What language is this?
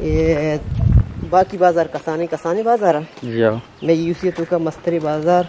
Eastern Balochi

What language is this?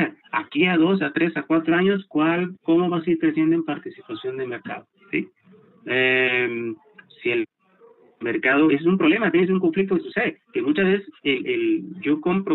Spanish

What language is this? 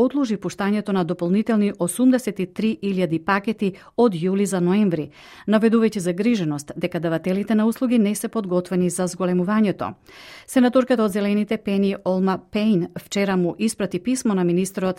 Macedonian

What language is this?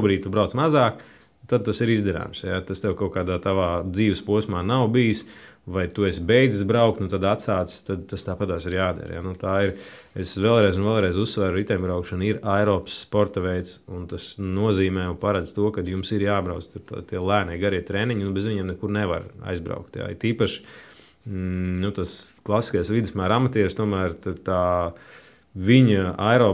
Latvian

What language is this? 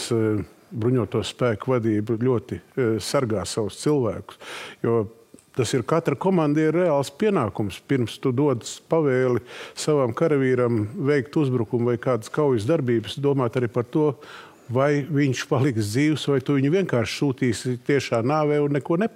Latvian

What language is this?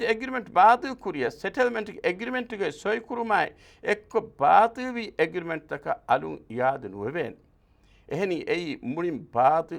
Divehi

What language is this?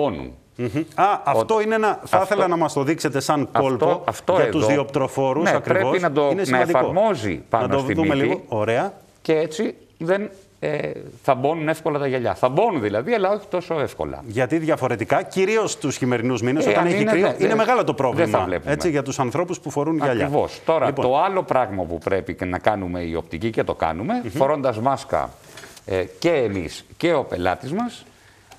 Greek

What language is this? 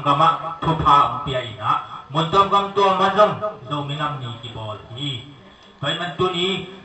Tedim Chin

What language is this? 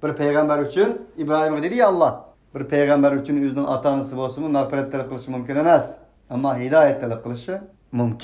Uyghur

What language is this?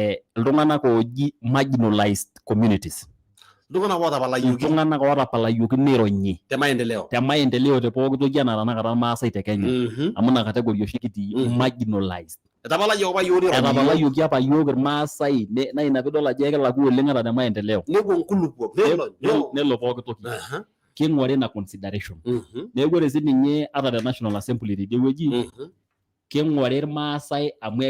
Masai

